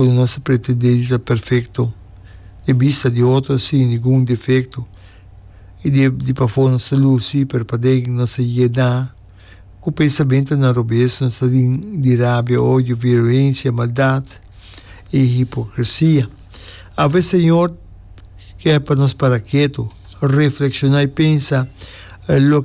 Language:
Papiamento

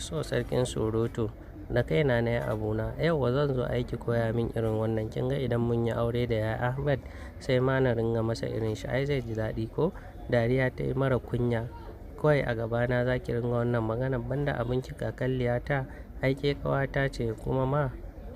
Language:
Hausa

